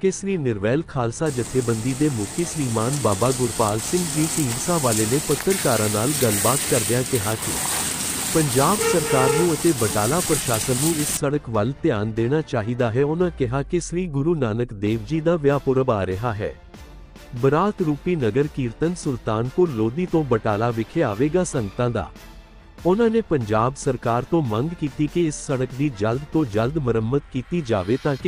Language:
Punjabi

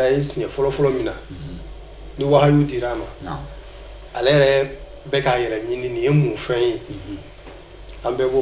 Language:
Bambara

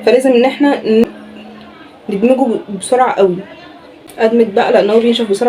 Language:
Egyptian Arabic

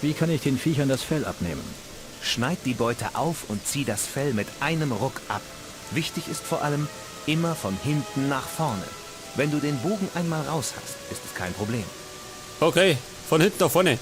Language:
Bavarian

